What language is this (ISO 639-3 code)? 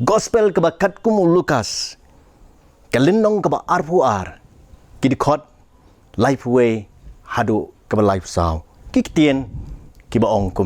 kha